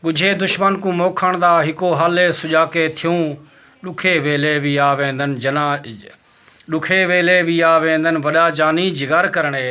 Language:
Saraiki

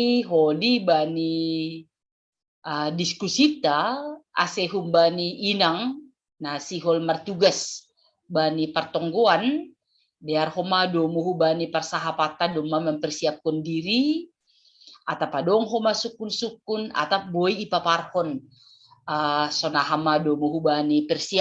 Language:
Batak Simalungun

